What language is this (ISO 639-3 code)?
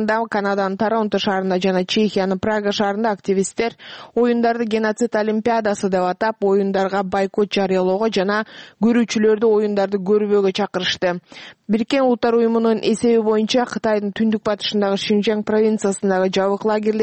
kir